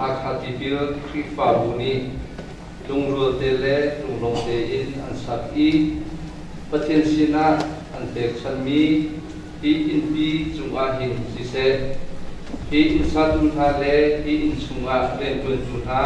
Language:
Hakha Chin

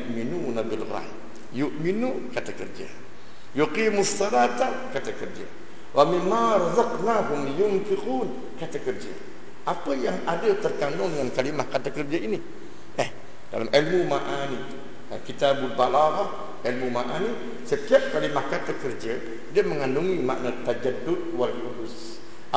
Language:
Malay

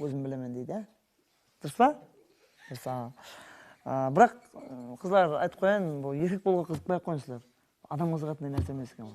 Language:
Kara-Kalpak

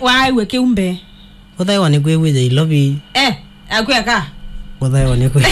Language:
Kamba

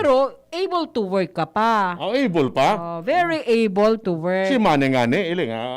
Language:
Bikol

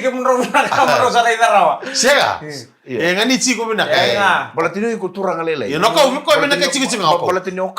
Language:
Fijian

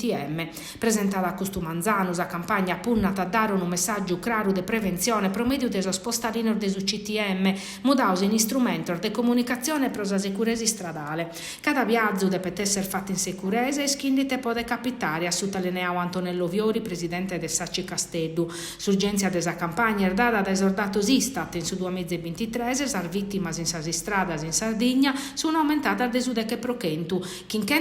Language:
Sardinian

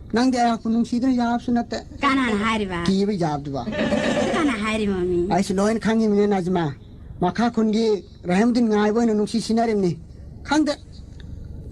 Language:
Manipuri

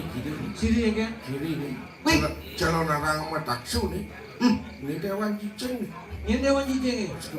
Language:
Balinese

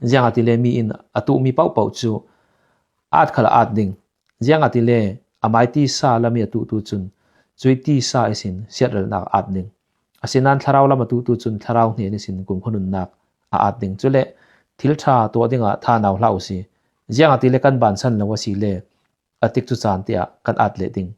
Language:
Falam Chin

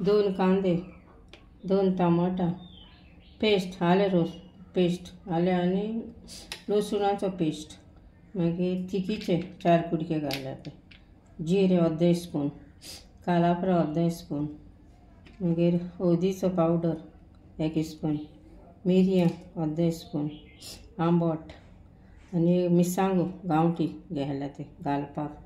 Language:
Konkani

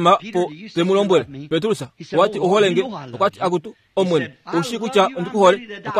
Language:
Kuanyama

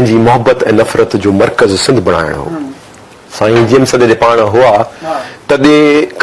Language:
Sindhi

